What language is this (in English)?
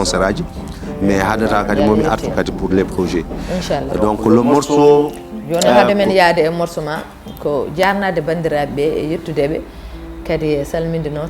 Fula